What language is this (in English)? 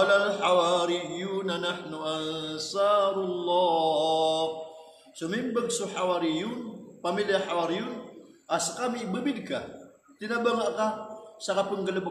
Maranao